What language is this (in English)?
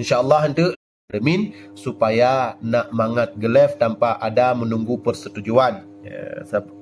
Achinese